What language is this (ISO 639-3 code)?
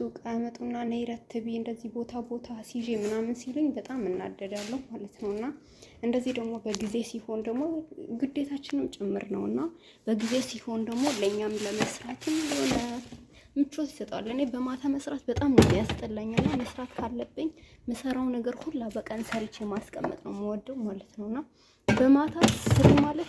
amh